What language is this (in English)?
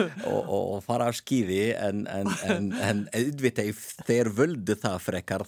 Icelandic